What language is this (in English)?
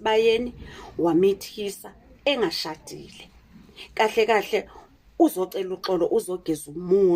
Zulu